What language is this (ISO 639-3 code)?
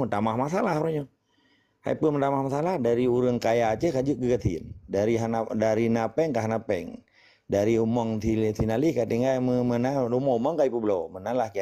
ace